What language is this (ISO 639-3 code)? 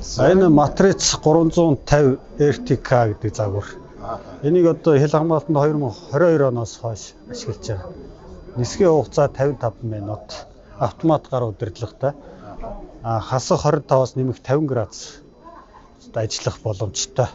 mon